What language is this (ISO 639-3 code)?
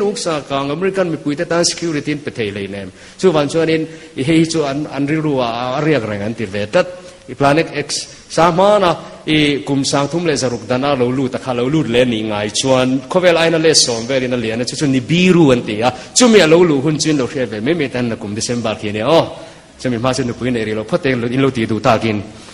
lus